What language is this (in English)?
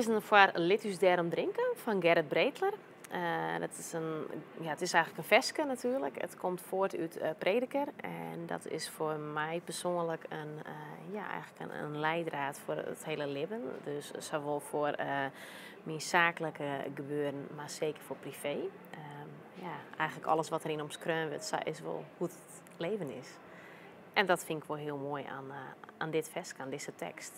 Western Frisian